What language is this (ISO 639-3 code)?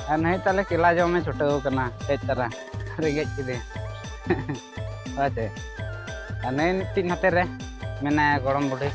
sat